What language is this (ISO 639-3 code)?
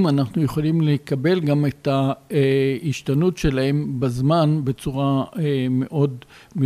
heb